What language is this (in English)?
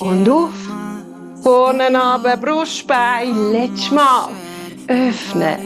Swiss German